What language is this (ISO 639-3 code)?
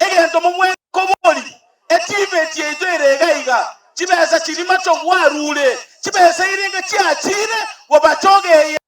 guz